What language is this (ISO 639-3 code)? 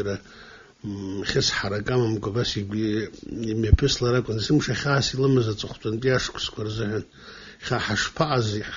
abk